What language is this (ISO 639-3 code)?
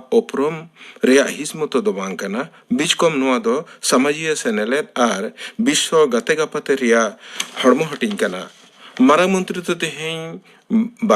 sat